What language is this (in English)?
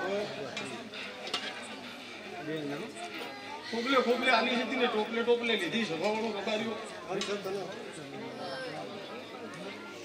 Gujarati